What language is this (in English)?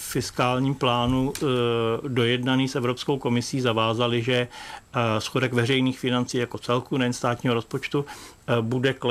Czech